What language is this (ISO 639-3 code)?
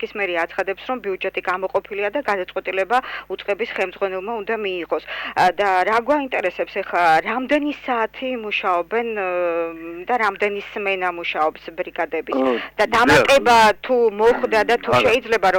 kat